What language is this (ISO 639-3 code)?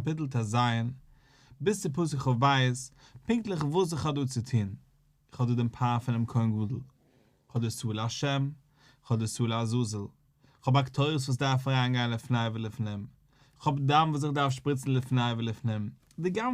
yid